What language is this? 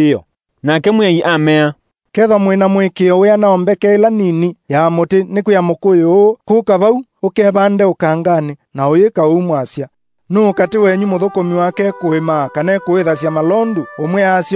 Kamba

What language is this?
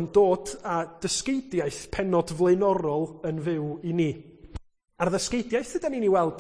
Welsh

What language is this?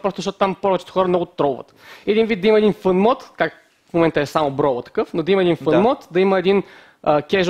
Bulgarian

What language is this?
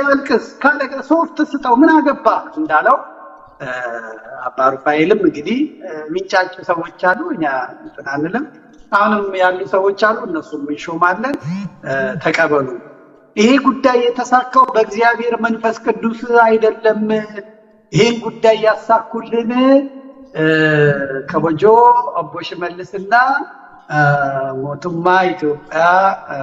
Amharic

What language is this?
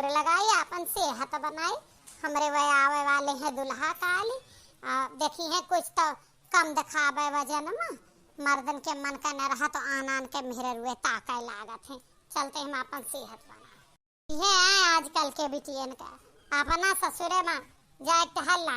Awadhi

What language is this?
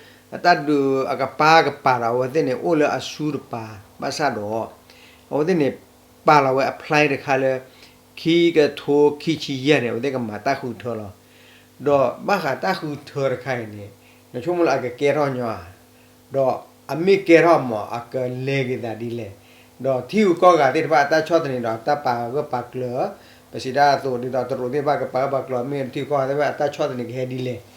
S'gaw Karen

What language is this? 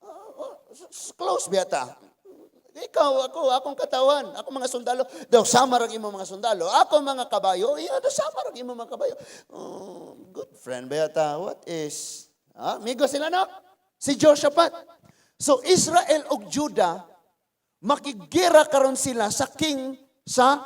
Cebuano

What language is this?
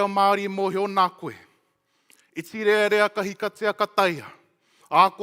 Māori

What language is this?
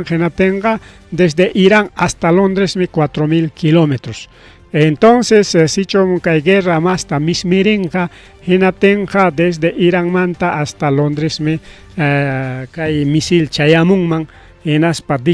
Ayacucho Quechua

